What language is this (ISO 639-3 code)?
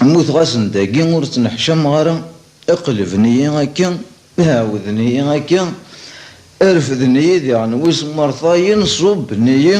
kab